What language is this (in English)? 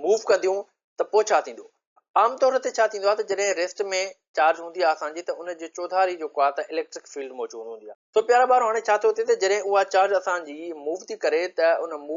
Sindhi